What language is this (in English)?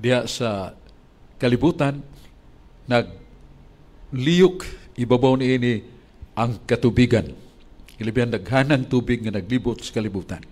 Cebuano